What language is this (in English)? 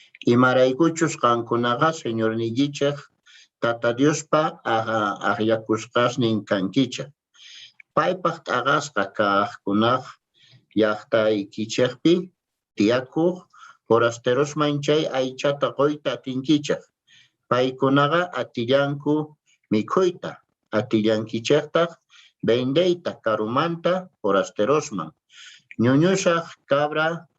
South Bolivian Quechua